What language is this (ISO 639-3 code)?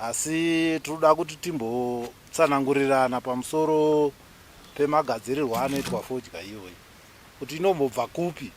sna